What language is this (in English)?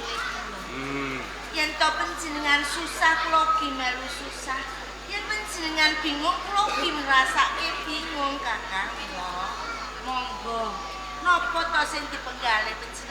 Javanese